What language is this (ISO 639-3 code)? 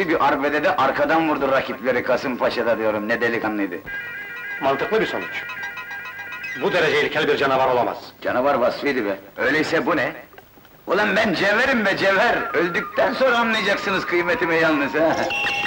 tur